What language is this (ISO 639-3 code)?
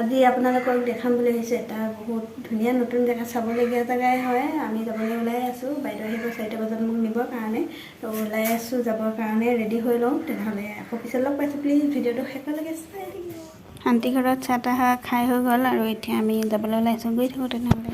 asm